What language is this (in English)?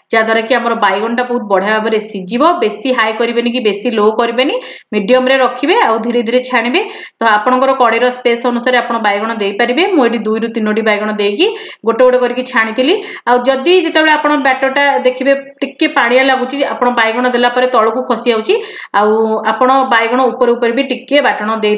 Odia